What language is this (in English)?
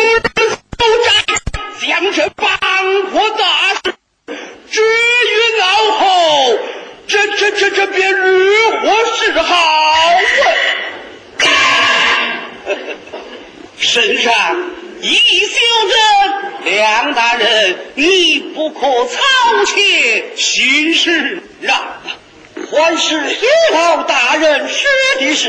Chinese